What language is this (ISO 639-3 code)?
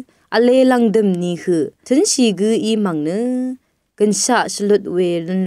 raw